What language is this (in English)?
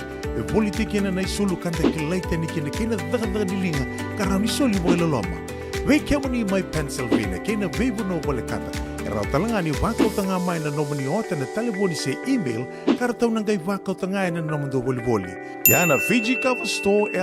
Fijian